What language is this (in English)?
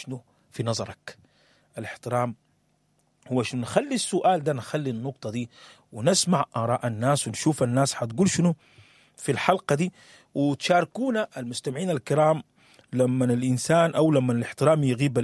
Sudanese Arabic